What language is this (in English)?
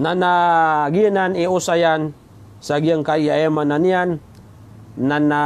Maranao